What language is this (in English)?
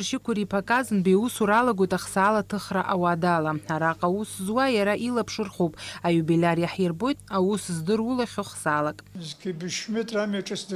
Abkhazian